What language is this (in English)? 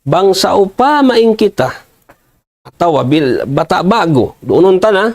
Tausug